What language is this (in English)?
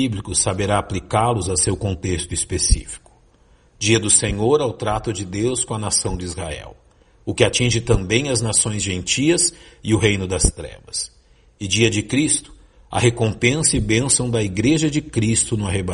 Portuguese